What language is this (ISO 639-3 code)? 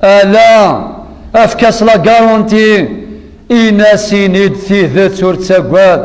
kab